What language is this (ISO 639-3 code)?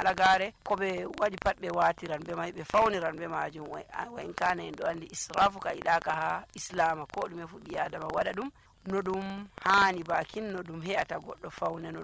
fuv